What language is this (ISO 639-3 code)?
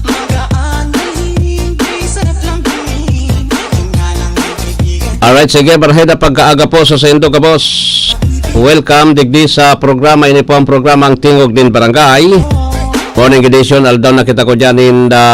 bik